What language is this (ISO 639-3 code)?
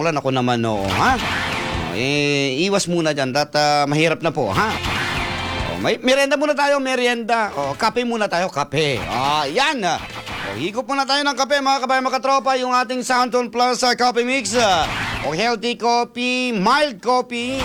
fil